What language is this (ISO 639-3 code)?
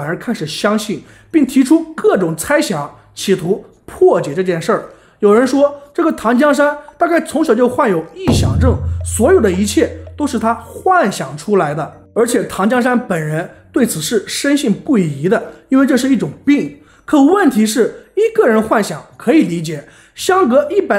zho